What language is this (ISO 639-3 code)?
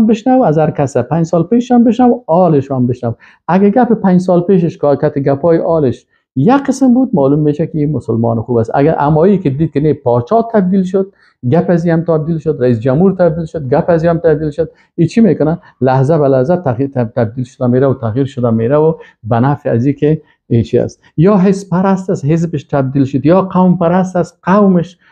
fas